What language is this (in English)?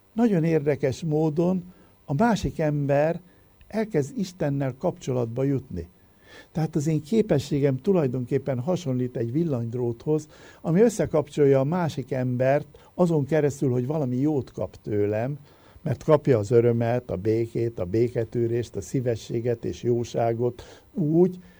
Hungarian